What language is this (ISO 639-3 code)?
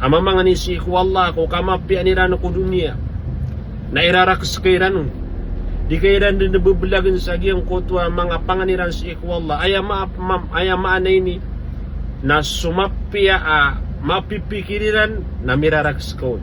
mrw